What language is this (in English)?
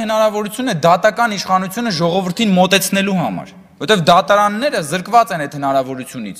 Armenian